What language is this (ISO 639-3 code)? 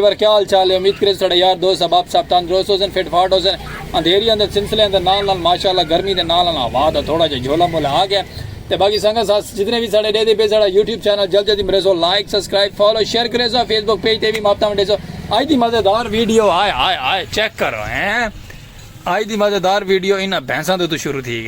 skr